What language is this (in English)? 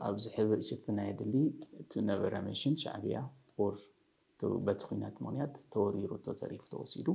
Tigrinya